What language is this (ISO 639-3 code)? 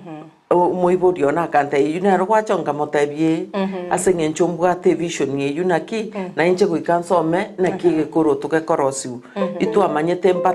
guz